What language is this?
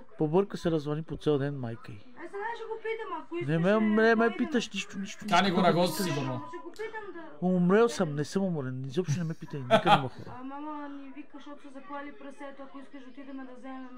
Bulgarian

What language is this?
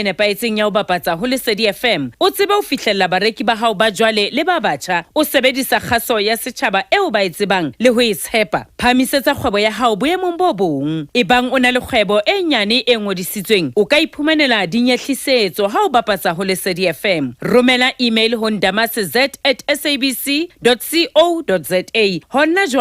Southern Sotho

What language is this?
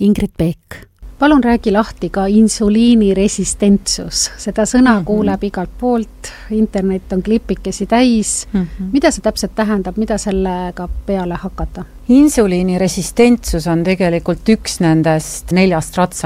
Estonian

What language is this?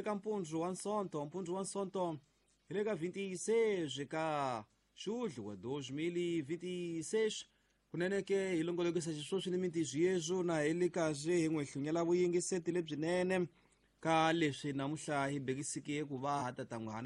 Tsonga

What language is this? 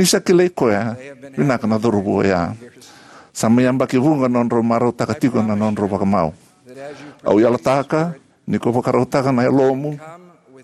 Fijian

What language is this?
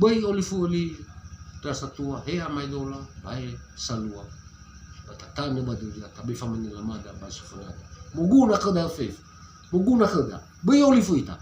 Nias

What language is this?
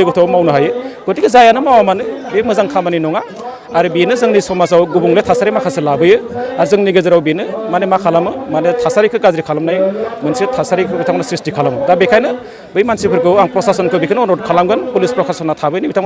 Bodo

